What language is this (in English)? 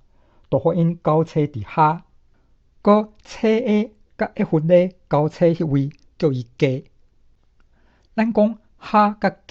Min Nan Chinese